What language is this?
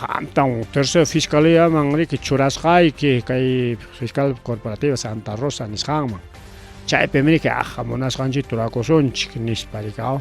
Ayacucho Quechua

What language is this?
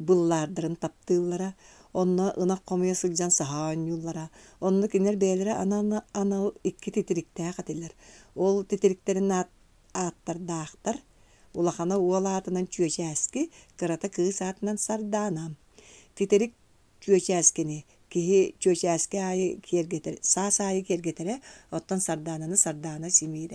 Yakut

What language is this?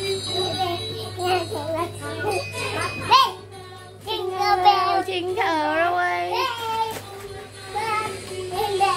Vietnamese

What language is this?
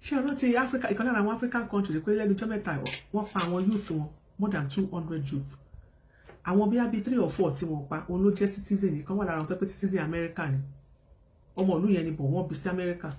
Yoruba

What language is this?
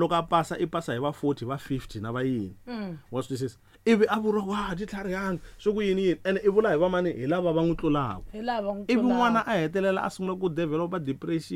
Tsonga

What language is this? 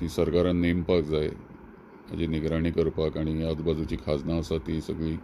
Konkani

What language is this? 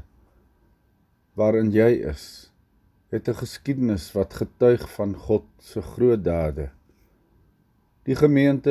Afrikaans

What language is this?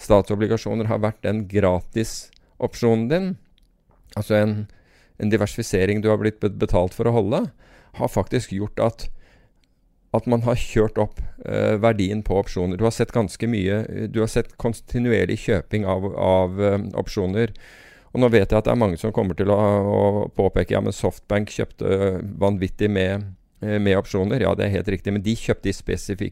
Norwegian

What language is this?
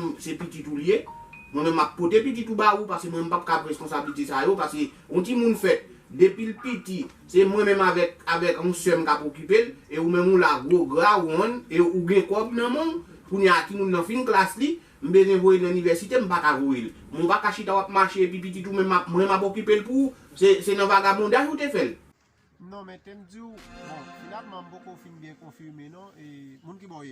Haitian Creole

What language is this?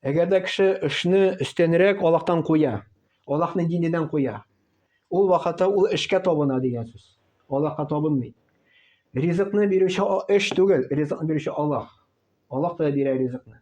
Tatar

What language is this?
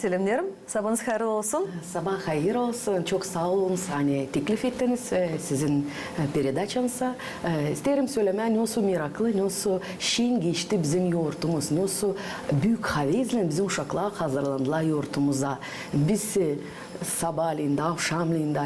Gagauz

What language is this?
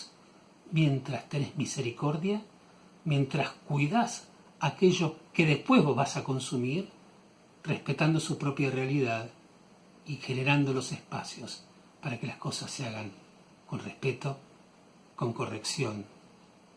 Ladino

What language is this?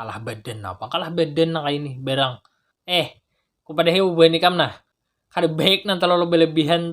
Banjar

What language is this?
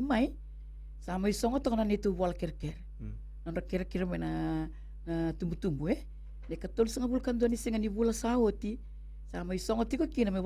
Fijian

